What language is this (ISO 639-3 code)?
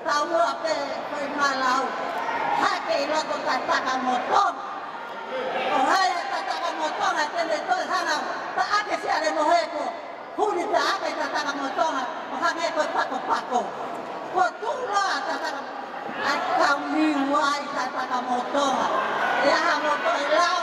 ton